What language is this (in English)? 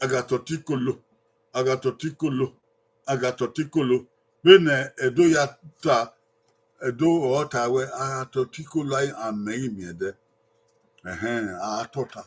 Bini